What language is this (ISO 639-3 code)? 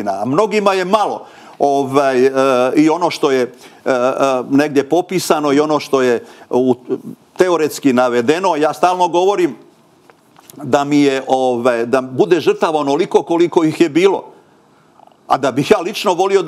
srp